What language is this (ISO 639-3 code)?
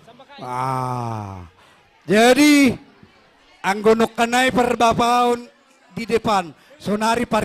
bts